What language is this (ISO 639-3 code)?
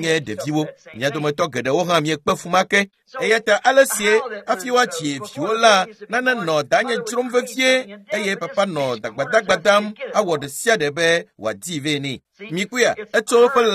ewe